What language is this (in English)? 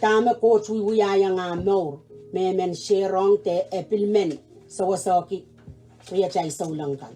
Pohnpeian